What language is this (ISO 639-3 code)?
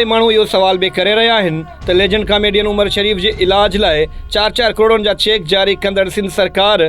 snd